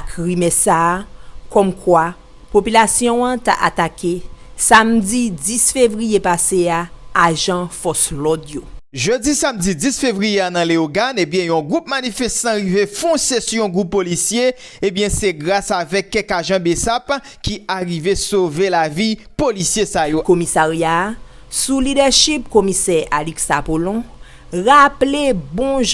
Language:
Haitian Creole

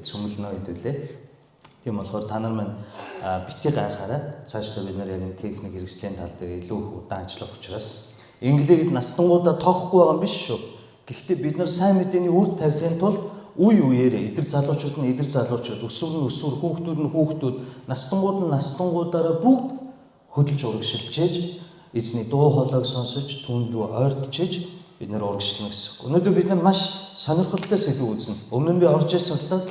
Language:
Mongolian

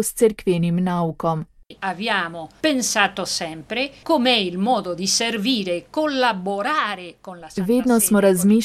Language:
Slovenian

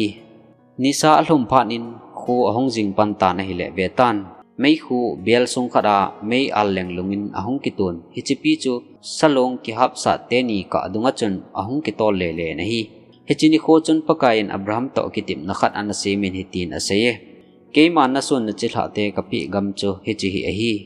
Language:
Thado Chin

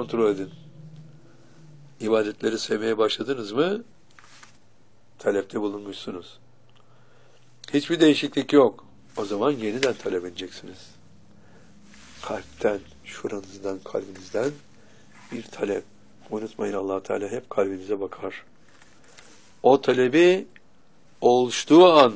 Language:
Turkish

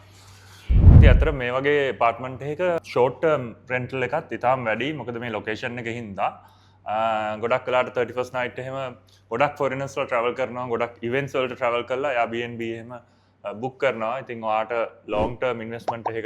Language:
Sinhala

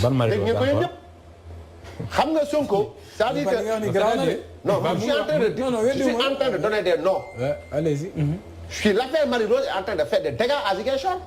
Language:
Wolof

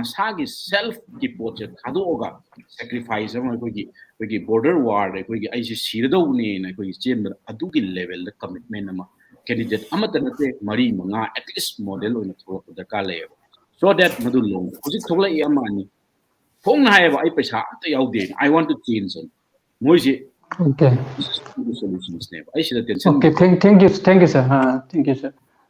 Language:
Manipuri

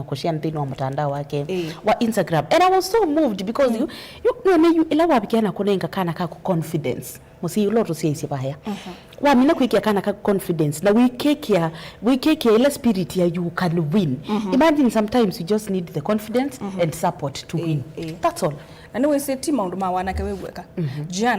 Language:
Kamba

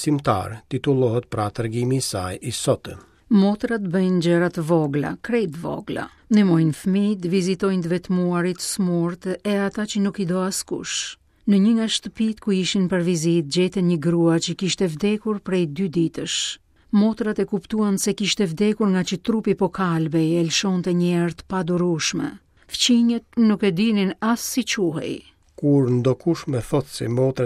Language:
Albanian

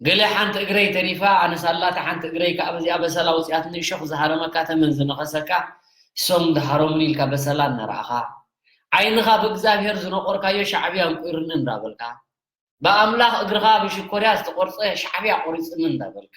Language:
Tigrinya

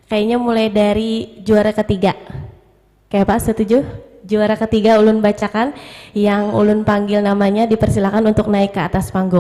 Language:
Banjar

